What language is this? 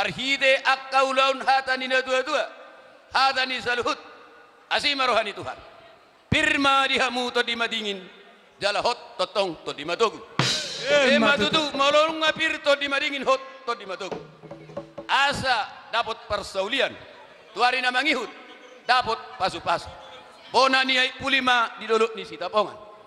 Batak Toba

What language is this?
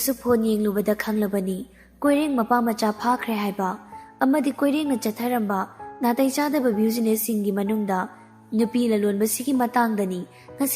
Manipuri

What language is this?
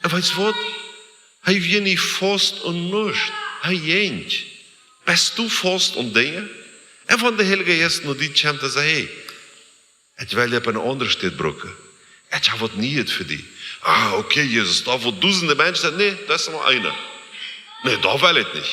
Plautdietsch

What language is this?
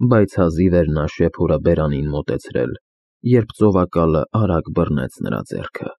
Armenian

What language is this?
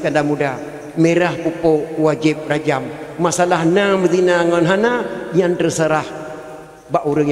Achinese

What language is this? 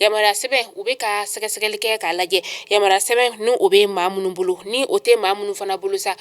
Bambara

